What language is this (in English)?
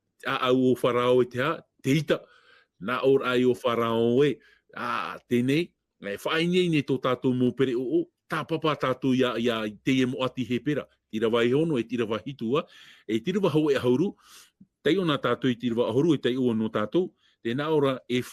Tahitian